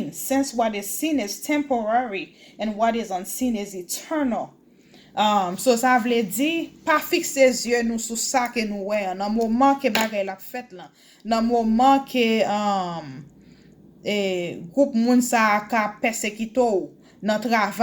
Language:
Haitian Creole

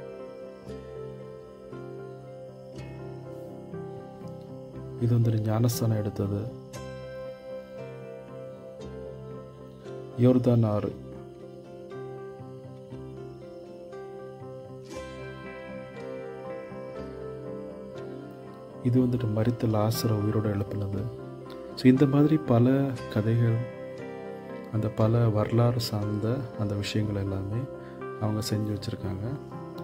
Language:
Tamil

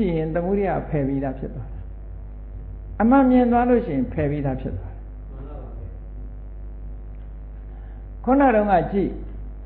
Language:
Burmese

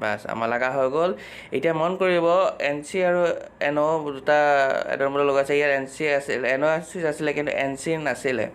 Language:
Assamese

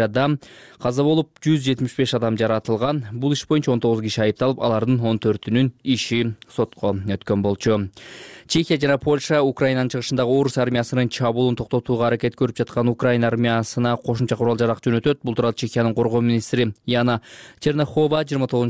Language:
Kyrgyz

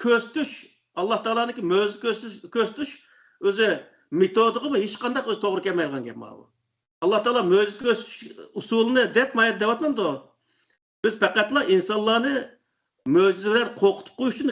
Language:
Uyghur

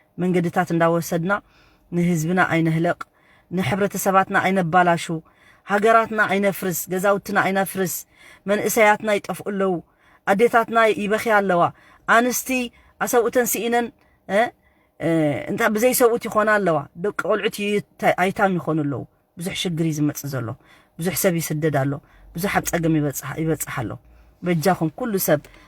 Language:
Tigrinya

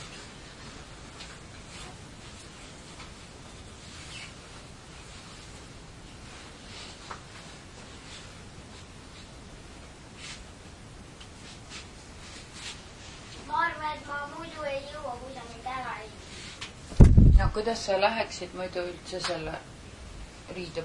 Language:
Estonian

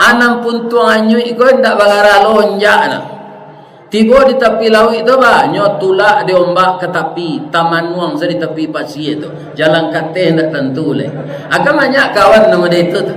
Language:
Minangkabau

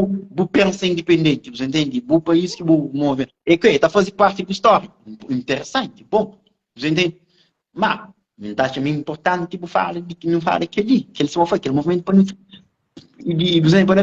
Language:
Kabuverdianu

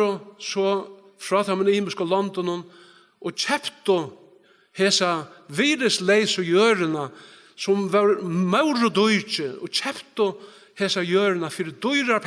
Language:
Faroese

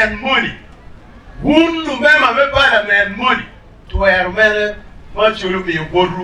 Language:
Acoli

